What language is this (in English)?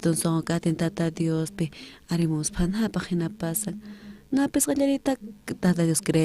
South Bolivian Quechua